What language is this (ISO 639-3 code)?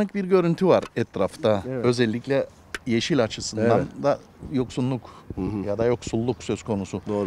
tur